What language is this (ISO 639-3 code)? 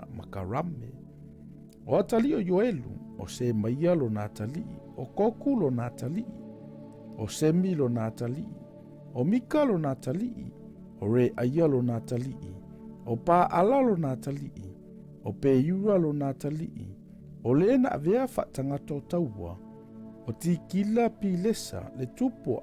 smo